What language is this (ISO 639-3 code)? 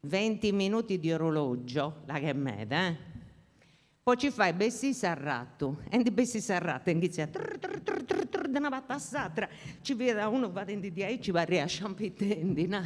srd